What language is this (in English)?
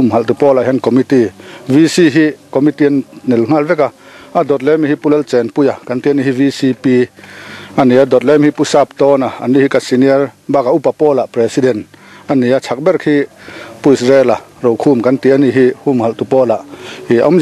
Mizo